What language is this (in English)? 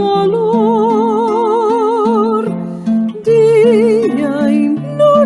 Ladino